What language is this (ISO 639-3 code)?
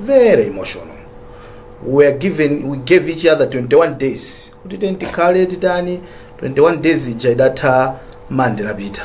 nya